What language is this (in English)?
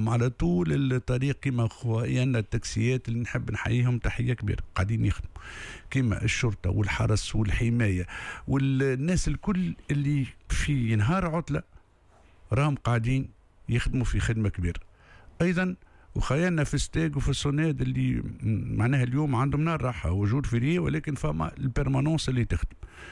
Tunisian Arabic